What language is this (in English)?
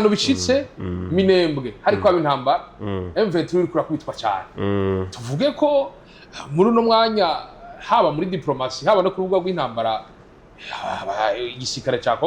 Rundi